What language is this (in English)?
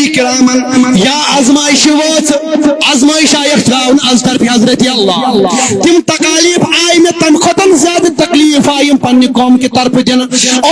Kashmiri